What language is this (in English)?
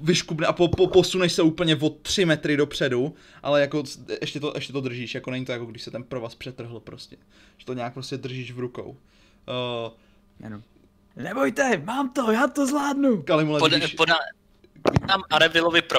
Czech